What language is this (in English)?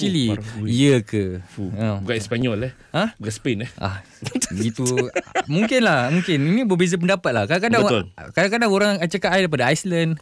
Malay